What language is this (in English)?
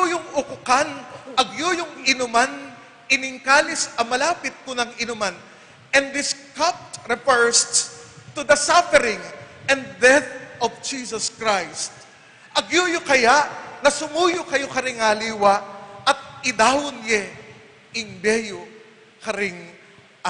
Pampanga